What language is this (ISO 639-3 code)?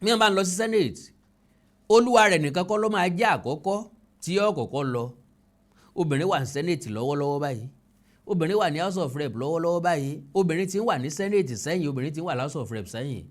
yor